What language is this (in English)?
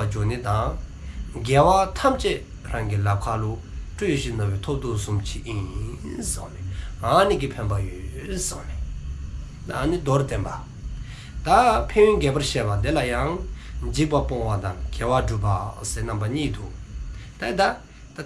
Dzongkha